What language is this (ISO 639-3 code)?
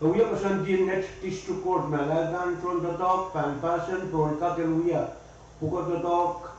pon